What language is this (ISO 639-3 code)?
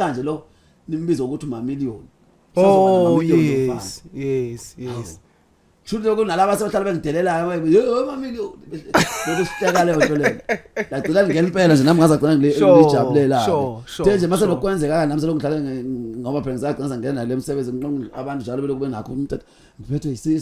zul